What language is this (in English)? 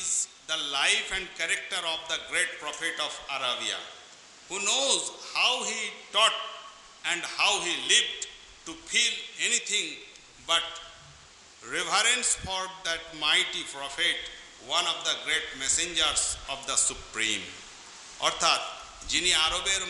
Bangla